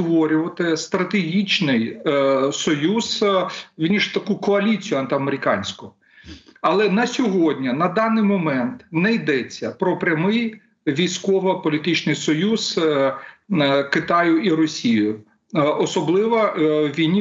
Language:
Ukrainian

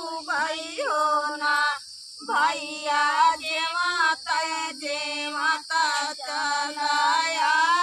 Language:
Bhojpuri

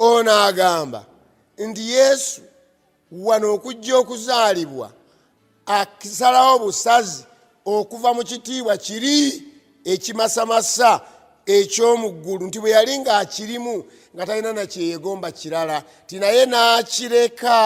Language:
Ganda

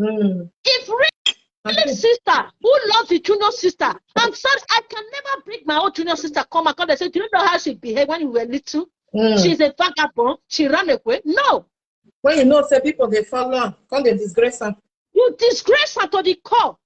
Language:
Nigerian Pidgin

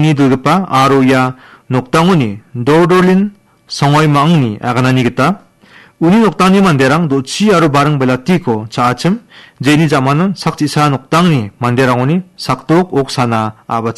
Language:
Garo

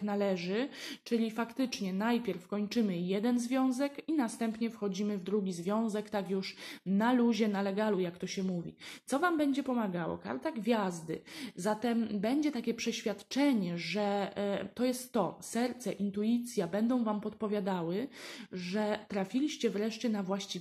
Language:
Polish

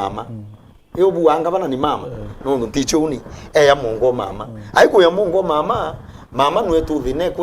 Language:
Meru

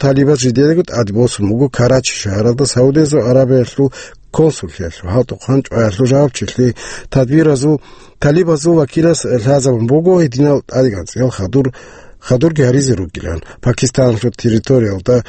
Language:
Avaric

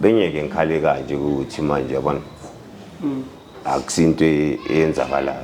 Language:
Zulu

